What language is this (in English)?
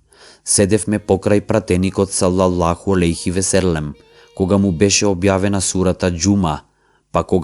Macedonian